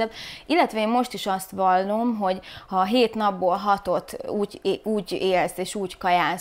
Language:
Hungarian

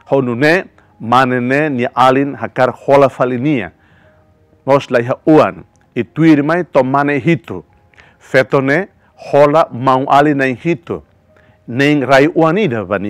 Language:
Tetum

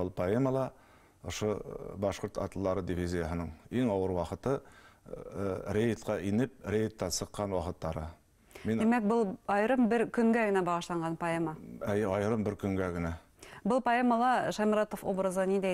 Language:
Bashkir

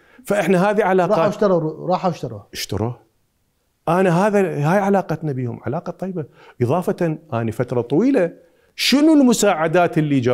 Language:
Mesopotamian Arabic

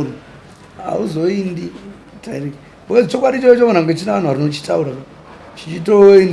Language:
Shona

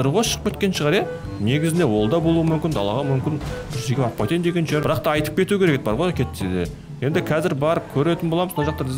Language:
Kazakh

